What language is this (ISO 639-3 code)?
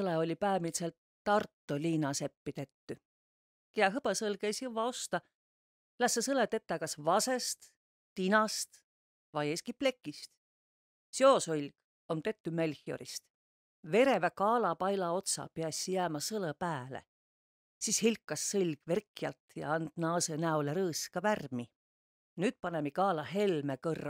vro